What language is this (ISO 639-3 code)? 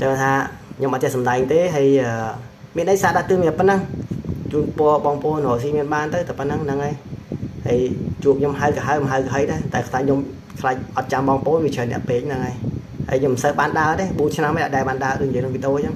khm